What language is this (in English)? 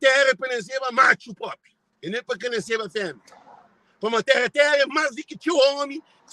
Kabuverdianu